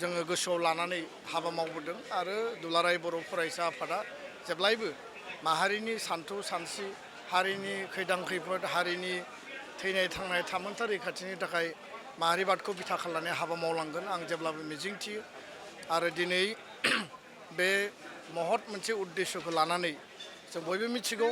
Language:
Bodo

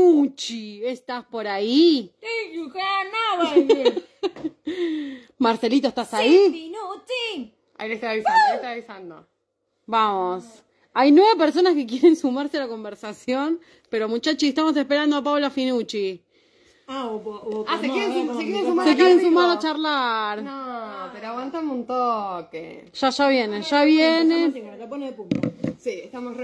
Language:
Spanish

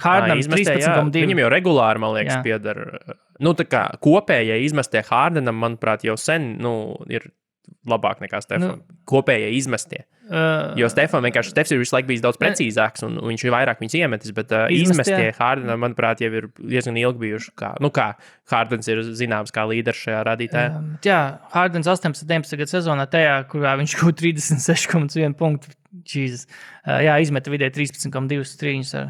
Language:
Latvian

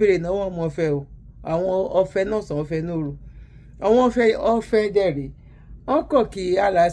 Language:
Yoruba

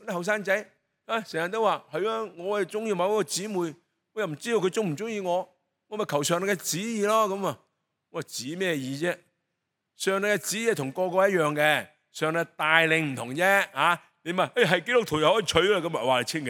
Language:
Cantonese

